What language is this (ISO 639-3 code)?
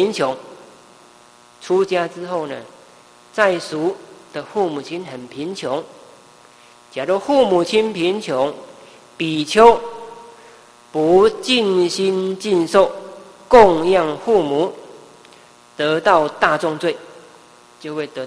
zho